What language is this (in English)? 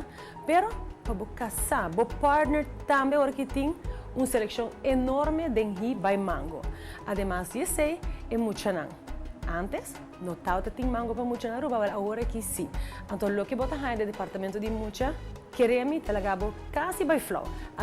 Papiamento